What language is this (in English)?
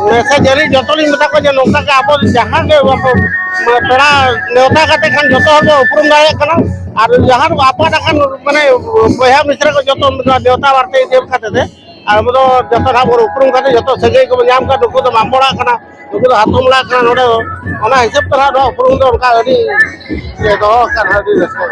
Santali